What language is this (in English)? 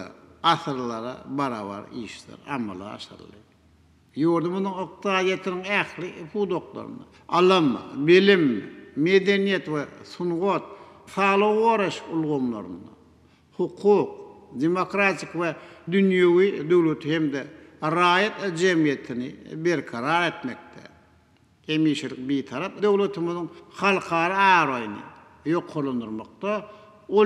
Turkmen